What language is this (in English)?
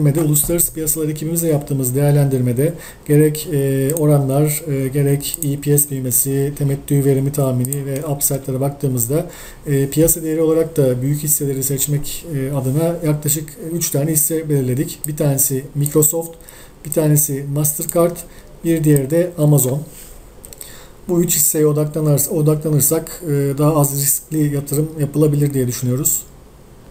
Turkish